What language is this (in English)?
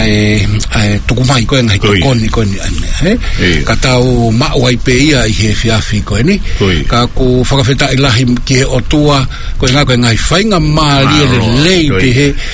Tongan